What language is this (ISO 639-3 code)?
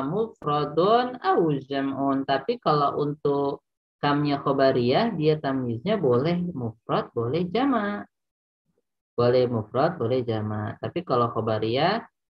ind